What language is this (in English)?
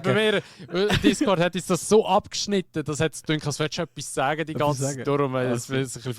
Swiss German